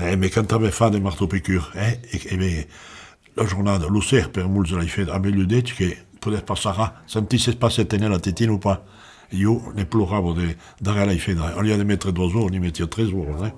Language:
Occitan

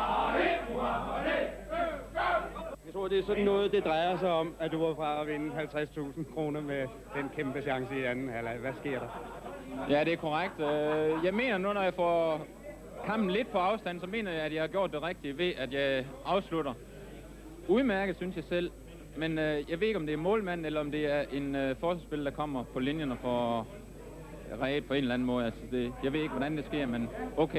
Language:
Danish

